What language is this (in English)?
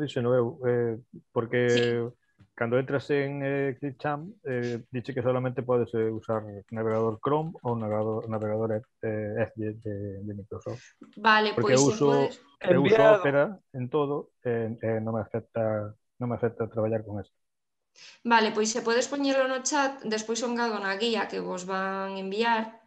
Galician